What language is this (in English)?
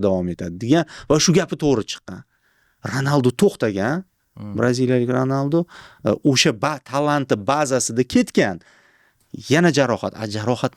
Uzbek